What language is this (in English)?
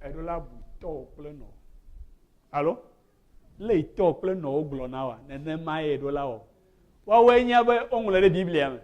Ewe